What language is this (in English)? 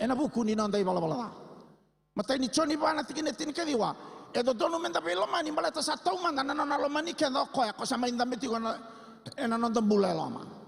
Fijian